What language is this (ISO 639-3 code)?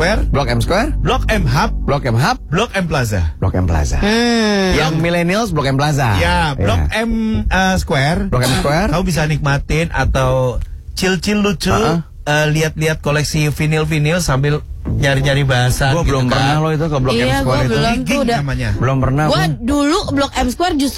ind